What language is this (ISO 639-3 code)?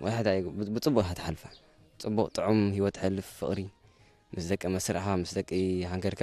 tir